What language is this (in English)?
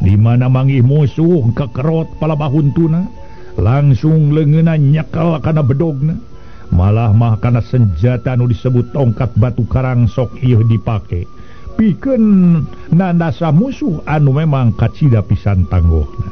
Sundanese